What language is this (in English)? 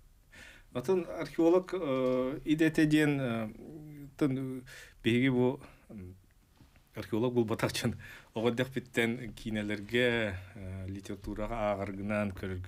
Yakut